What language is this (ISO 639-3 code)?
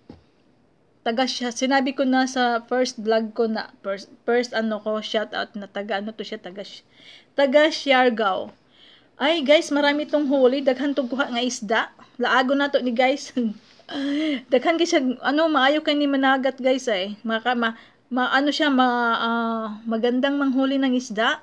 fil